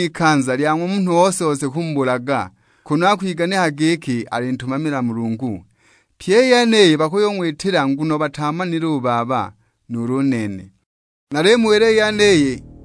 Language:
Sukuma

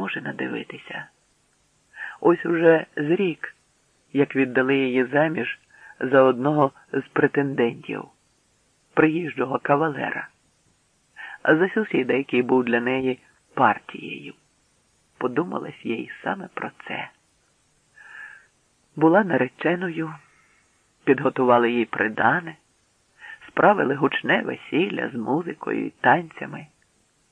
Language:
Ukrainian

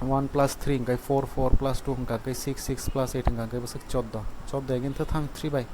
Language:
Kok Borok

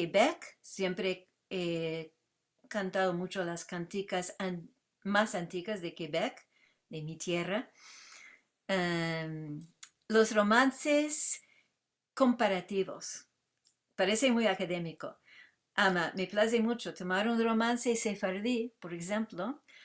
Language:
Ladino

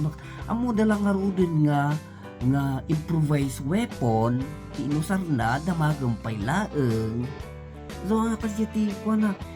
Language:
Iloko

